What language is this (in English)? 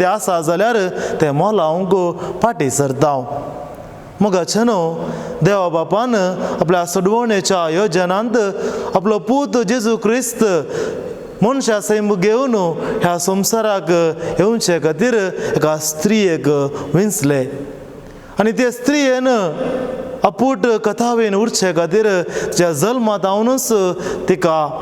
Konkani